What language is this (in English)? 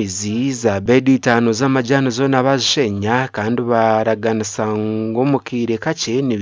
Nyankole